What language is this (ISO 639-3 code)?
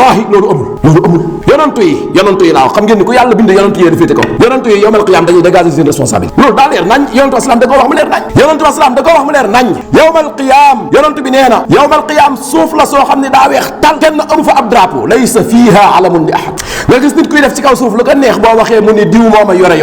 wol